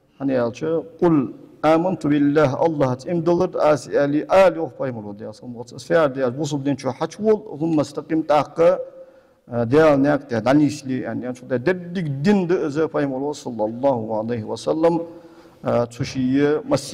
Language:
Ingush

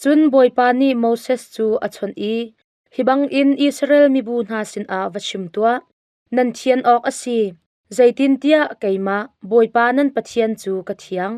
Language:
Hakha Chin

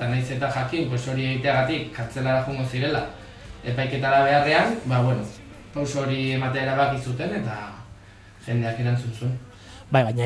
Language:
Basque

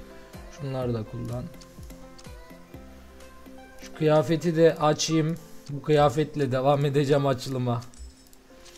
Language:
Turkish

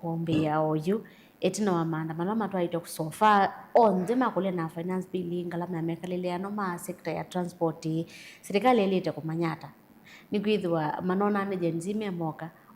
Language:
Kamba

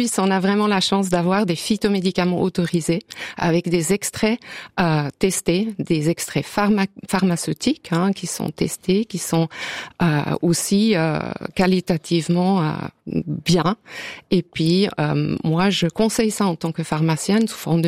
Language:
French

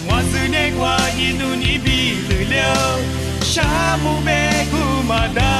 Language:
Lisu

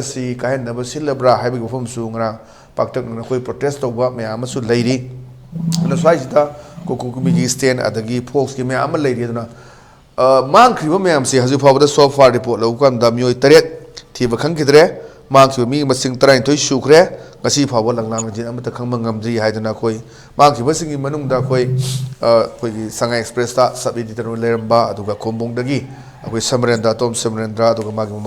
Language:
Manipuri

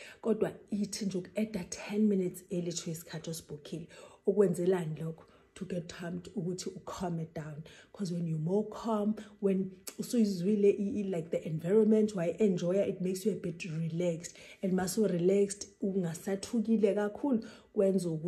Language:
Zulu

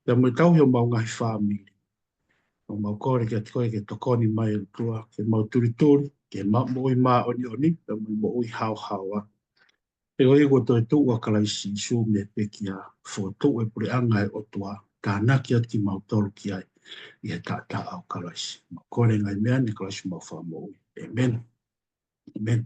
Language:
Tongan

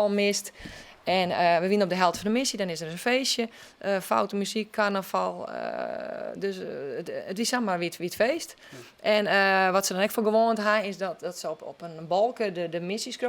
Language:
Western Frisian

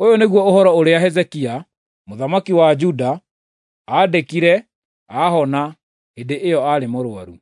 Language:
Kikuyu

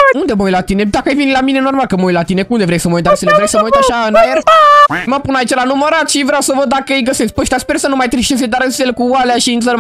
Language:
Romanian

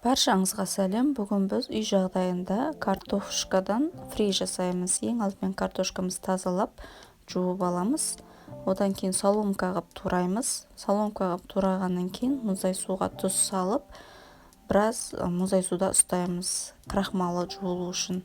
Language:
Kazakh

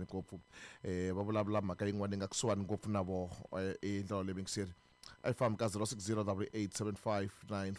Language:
Tsonga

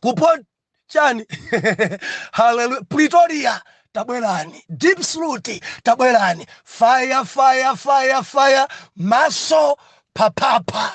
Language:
Nyanja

